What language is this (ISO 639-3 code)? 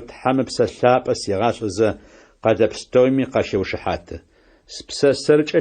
ady